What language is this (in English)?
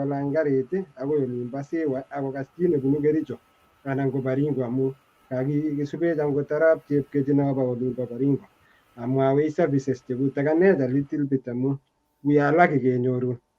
Kalenjin